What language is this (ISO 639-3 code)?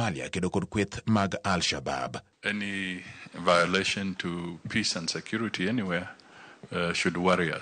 luo